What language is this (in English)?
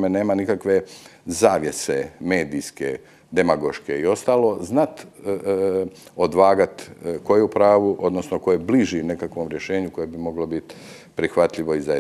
Croatian